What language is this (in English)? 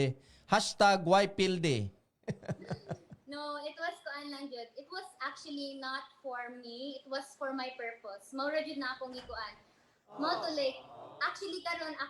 Cebuano